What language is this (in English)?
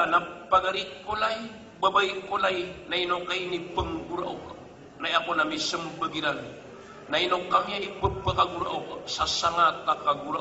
Maranao